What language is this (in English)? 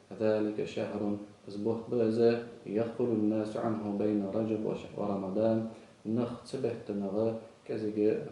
Ingush